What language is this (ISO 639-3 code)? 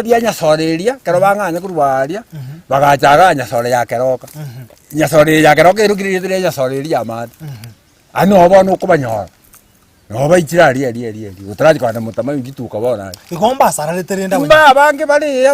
guz